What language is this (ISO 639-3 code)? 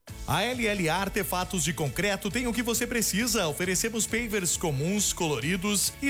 por